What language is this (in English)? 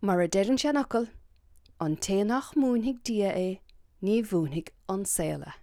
Irish